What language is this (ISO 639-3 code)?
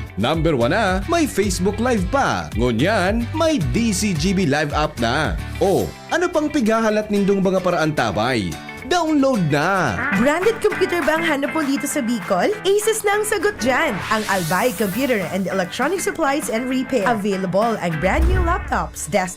bik